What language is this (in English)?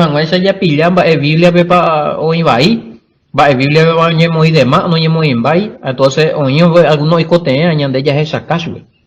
Guarani